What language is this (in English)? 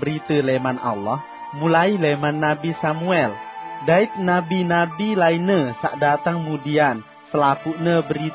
Sasak